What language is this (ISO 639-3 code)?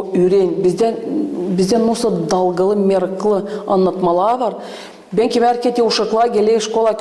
gag